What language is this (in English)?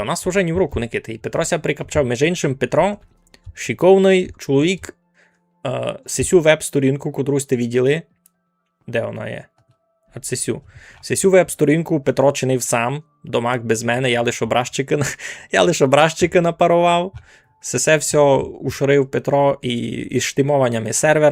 Rusyn